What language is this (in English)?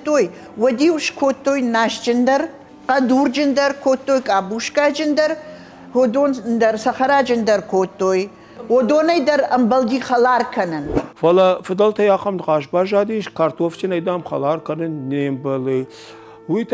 Ossetic